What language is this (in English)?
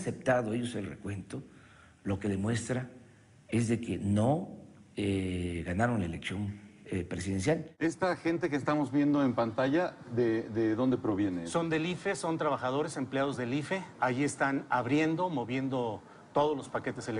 Spanish